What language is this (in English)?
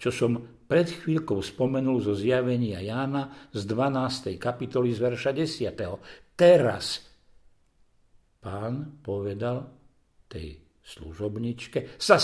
Slovak